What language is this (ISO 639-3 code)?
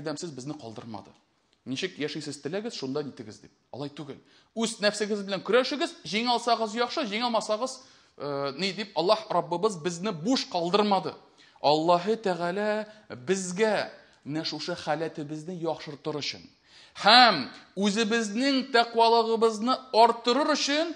tat